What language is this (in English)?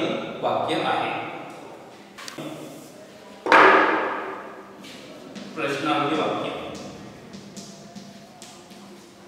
Marathi